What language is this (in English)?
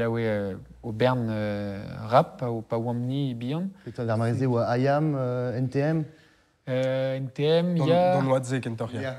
Breton